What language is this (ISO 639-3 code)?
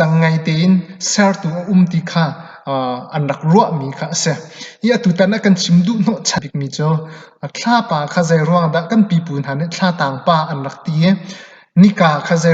cnh